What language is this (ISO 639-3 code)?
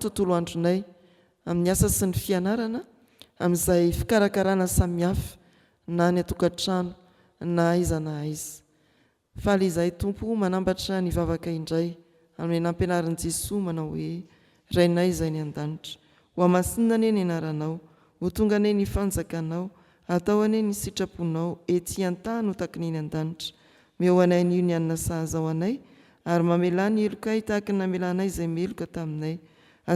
mlg